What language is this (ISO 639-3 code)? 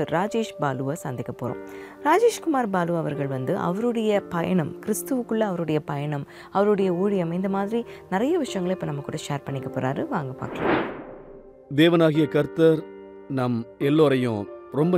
tam